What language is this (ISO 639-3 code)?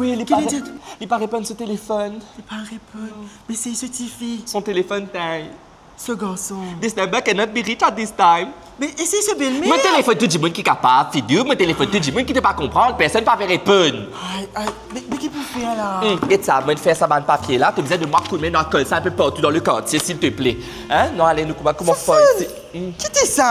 mfe